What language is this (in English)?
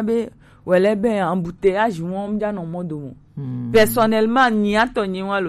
Gen